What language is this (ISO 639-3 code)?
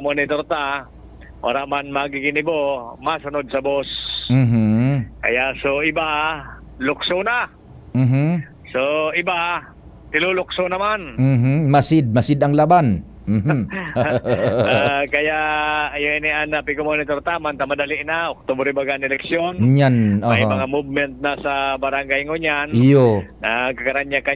bik